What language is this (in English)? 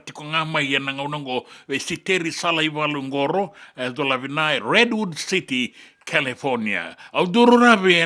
Fijian